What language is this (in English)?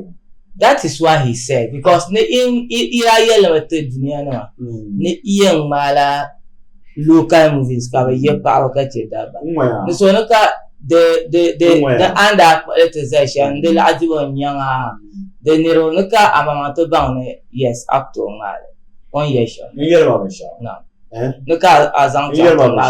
Dagbani